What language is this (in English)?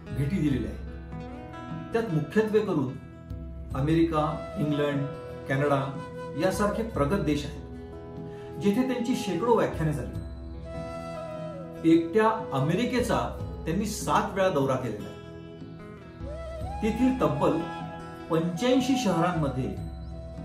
Marathi